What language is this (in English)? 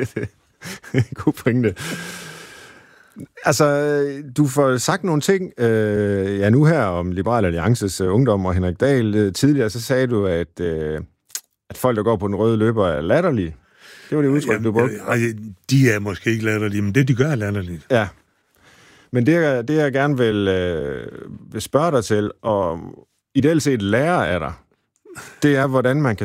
Danish